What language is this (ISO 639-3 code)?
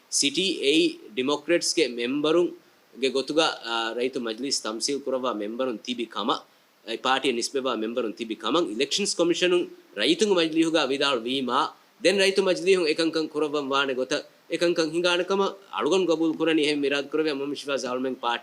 div